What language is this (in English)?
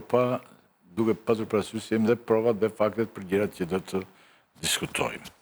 Albanian